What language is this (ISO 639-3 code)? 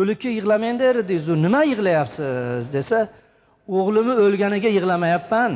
uzb